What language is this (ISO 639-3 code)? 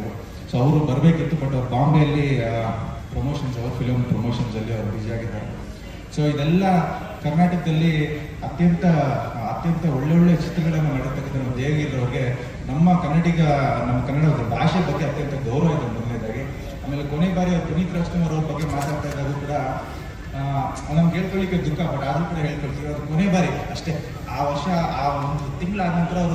kan